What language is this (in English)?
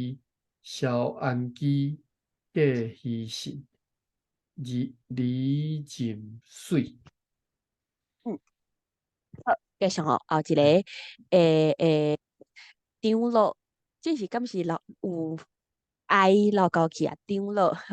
Min Nan Chinese